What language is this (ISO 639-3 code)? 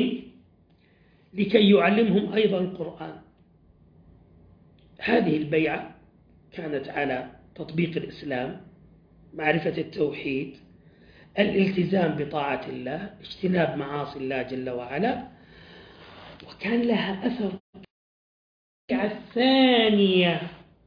ara